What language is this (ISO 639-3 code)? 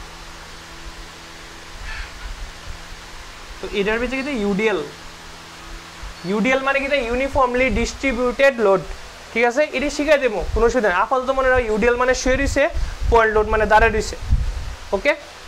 ben